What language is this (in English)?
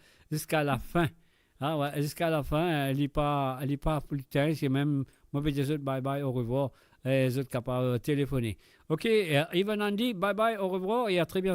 Morisyen